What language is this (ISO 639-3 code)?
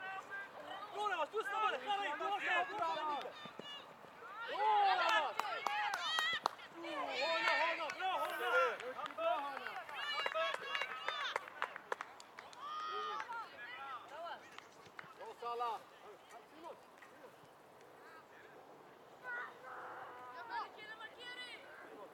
swe